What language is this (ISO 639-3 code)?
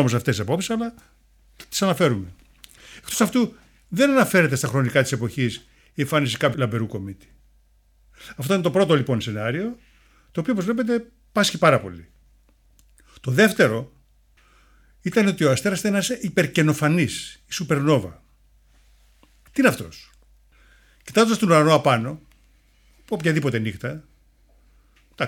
ell